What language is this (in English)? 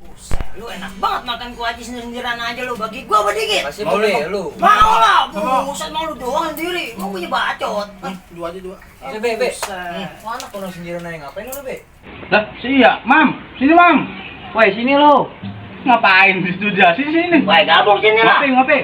Betawi